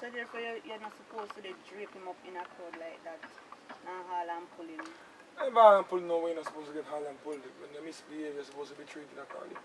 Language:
Jamaican Creole English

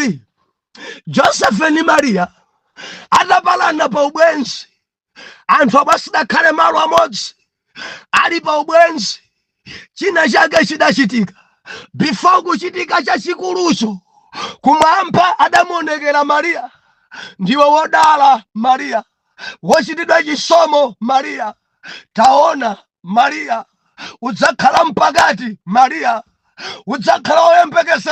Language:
Nyanja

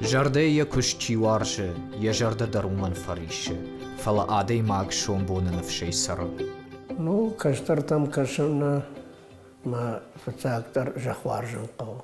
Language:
Ossetic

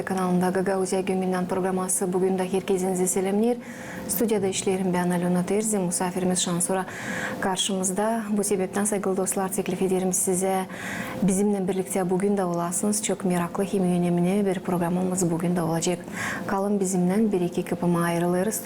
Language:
Gagauz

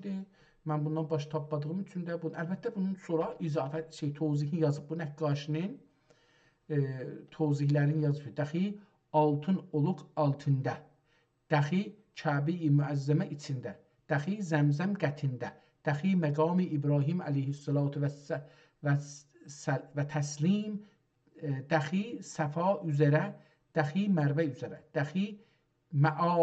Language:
South Azerbaijani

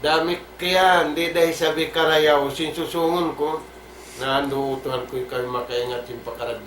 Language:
Tausug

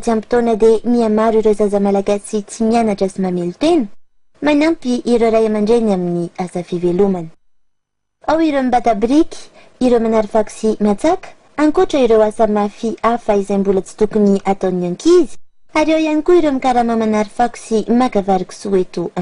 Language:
Malagasy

